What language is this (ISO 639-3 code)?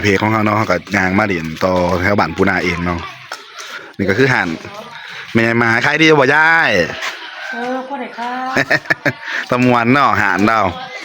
tts